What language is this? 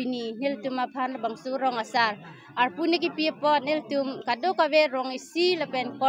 Karbi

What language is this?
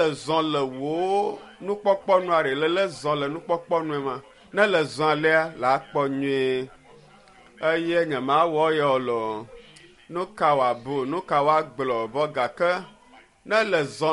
Ewe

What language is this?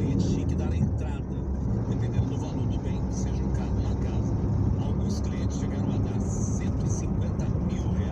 Portuguese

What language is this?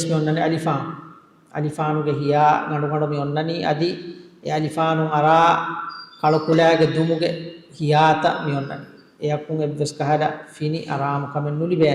Divehi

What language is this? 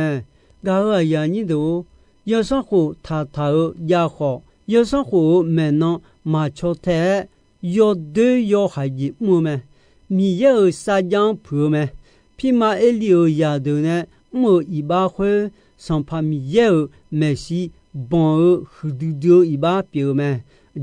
Akha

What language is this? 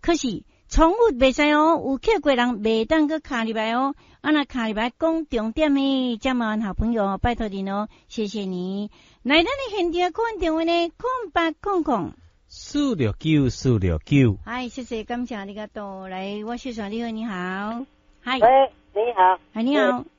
Min Nan Chinese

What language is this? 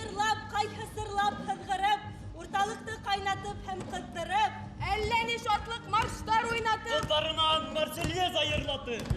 Bashkir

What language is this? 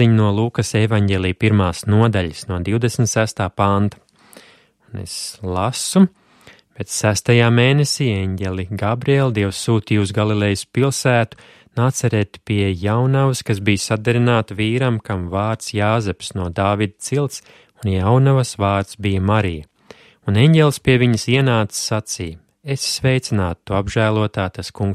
Latvian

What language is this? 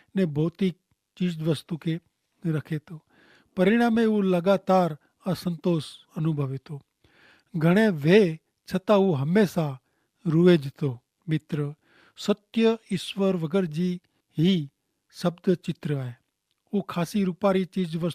Kachhi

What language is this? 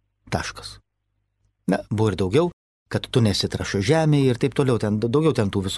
Lithuanian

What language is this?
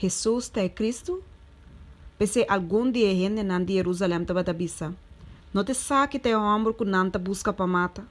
Papiamento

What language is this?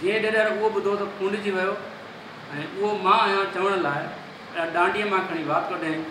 Sindhi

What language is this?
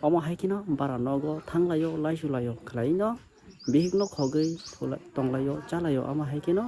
Kok Borok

